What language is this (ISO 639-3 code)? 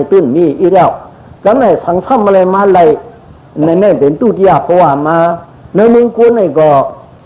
shn